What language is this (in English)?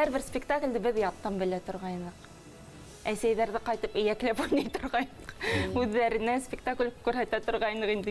Bashkir